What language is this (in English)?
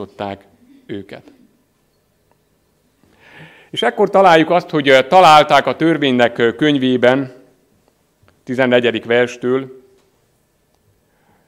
Hungarian